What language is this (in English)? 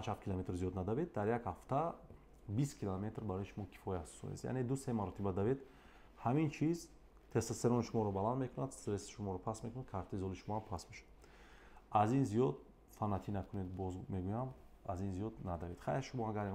Tajik